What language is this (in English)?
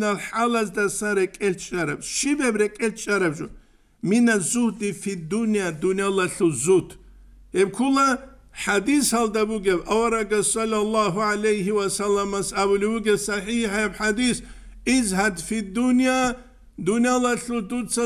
Avaric